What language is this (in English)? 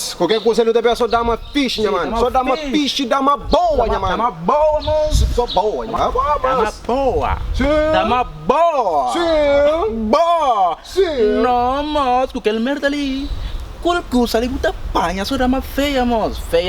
Kabuverdianu